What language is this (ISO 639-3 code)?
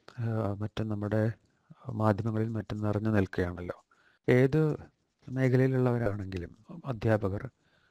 mal